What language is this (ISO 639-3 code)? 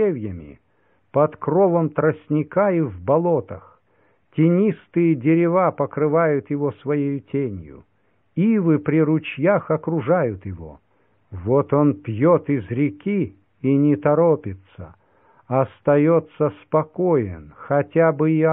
rus